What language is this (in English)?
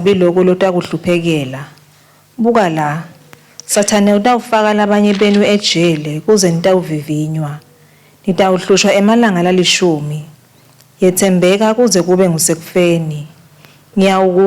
Swati